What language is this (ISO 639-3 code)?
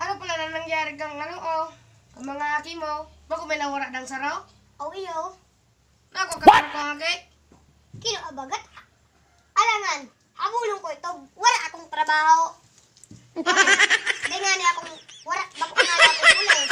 bik